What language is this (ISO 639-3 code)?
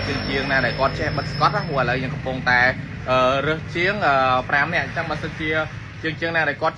khm